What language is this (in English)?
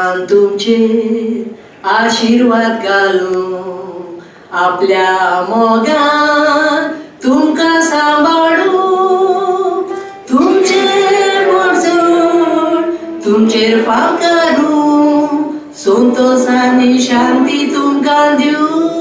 Konkani